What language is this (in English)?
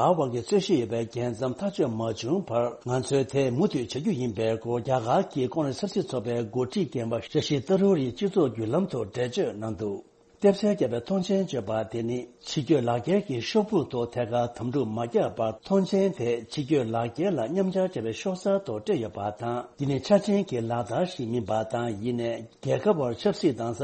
Tibetan